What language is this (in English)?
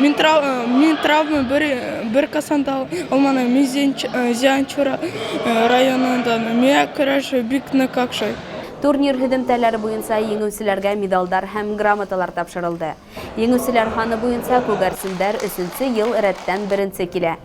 Bashkir